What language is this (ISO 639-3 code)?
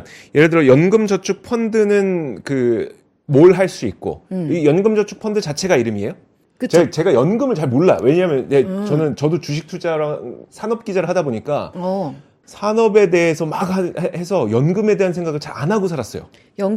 kor